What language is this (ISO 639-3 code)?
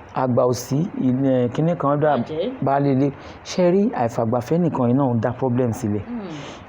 yor